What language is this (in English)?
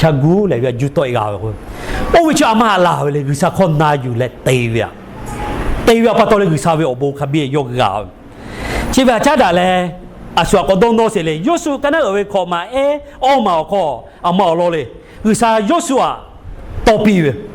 Lahu